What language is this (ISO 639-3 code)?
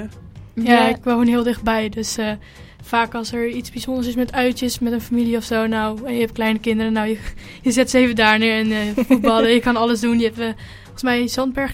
nld